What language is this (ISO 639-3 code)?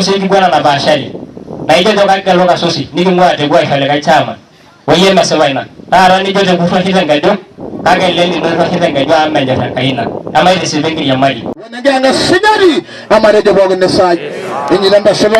mas